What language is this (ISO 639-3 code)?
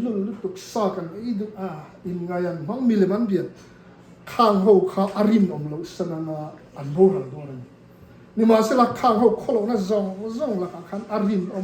lus